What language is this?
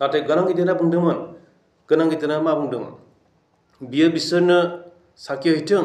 Bodo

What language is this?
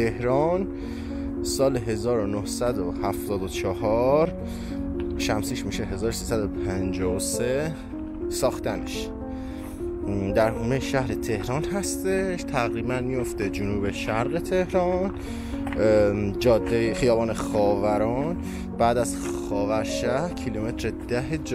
Persian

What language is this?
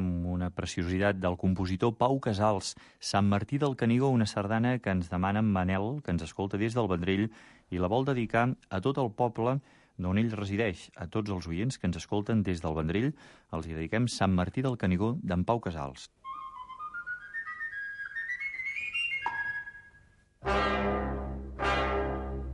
Catalan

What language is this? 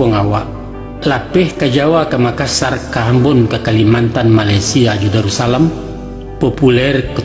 Minangkabau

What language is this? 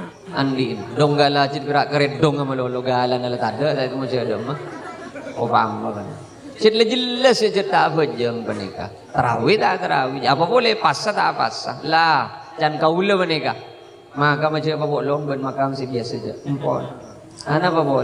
Madurese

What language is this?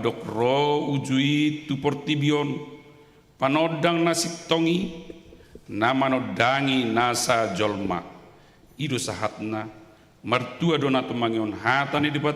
Batak Toba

